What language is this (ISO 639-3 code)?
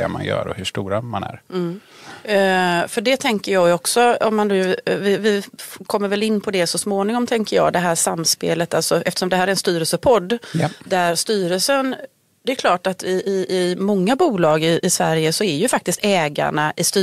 swe